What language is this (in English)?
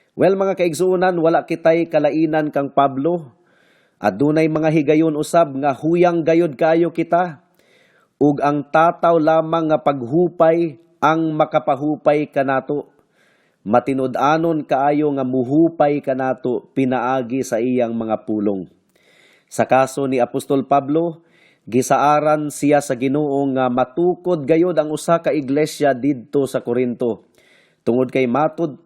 Cebuano